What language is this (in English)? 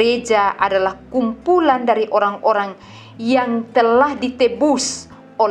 Kupang Malay